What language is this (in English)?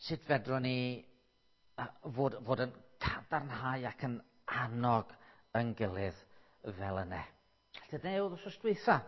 Welsh